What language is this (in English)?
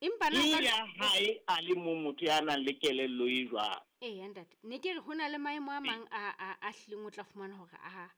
Southern Sotho